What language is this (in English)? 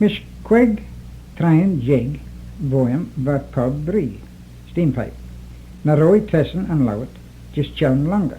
Manx